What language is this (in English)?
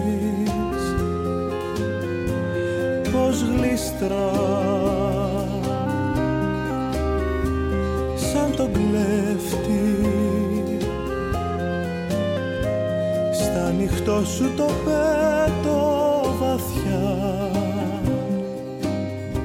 Greek